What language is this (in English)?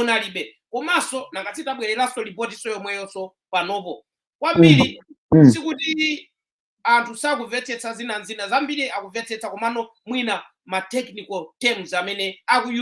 Nyanja